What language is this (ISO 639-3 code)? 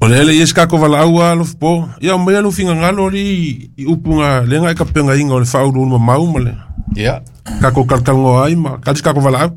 smo